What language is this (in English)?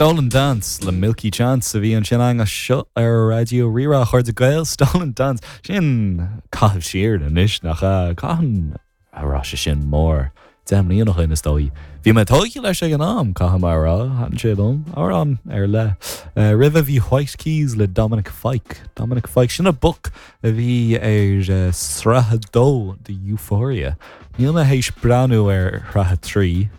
Irish